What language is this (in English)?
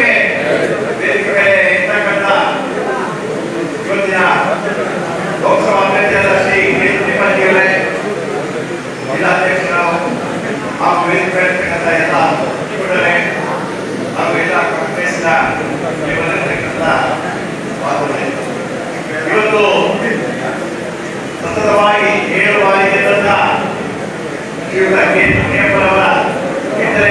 Kannada